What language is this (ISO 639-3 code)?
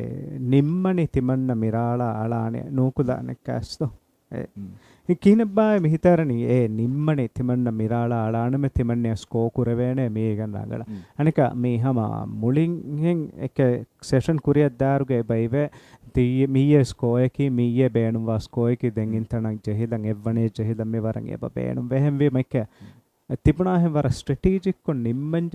div